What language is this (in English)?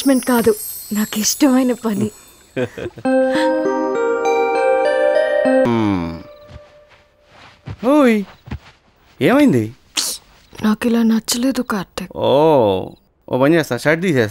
Telugu